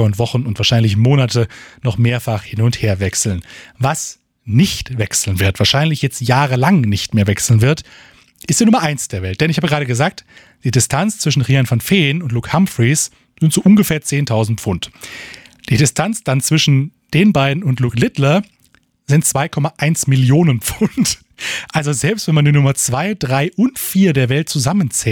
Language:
German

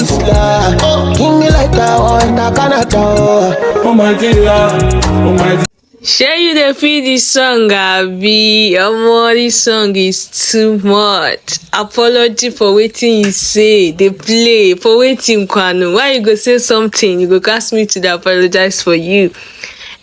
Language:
Nigerian Pidgin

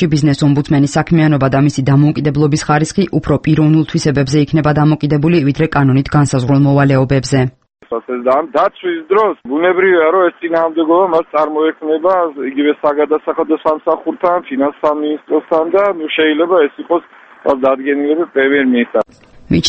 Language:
Georgian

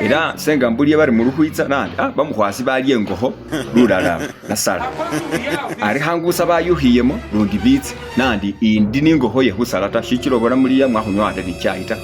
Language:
Masaaba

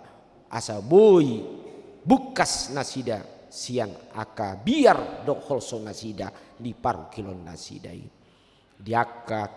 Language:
Batak Toba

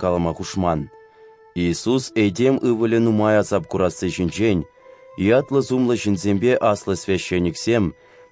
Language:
Chuvash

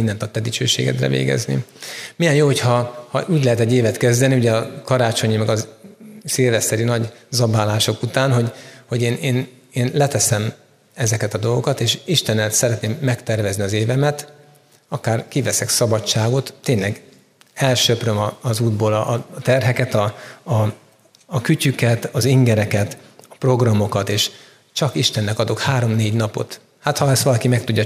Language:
Hungarian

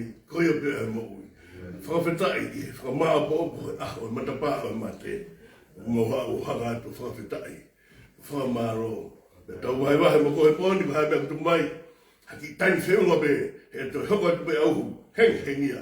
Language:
Tongan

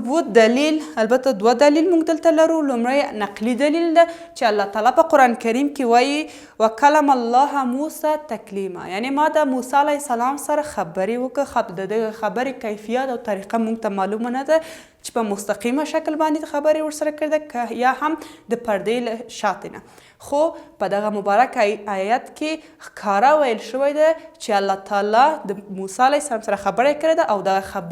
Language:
Pashto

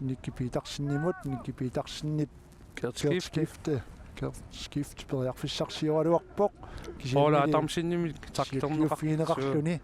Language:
Kalaallisut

